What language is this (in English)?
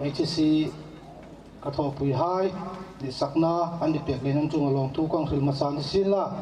Hmar